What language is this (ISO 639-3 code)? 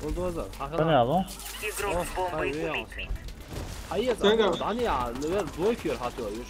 che